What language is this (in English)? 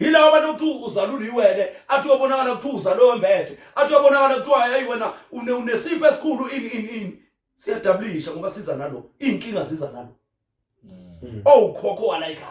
Zulu